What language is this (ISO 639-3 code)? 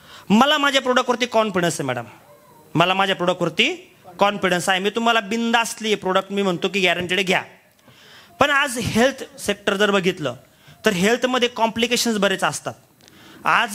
mar